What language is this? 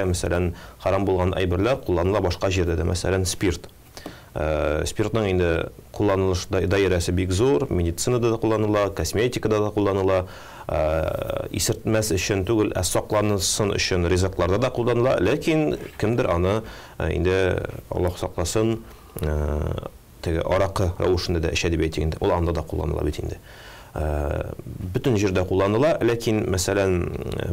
Tatar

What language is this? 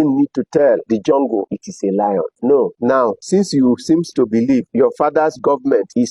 Yoruba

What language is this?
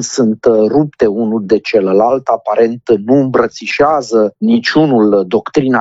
Romanian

